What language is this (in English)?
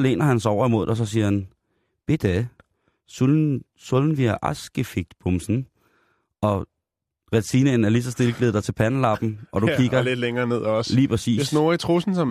Danish